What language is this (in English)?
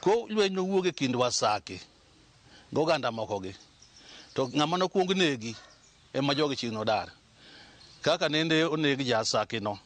Luo (Kenya and Tanzania)